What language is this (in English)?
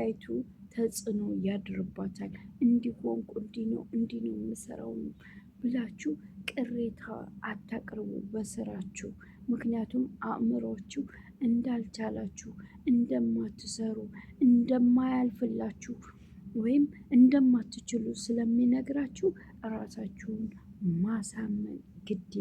Amharic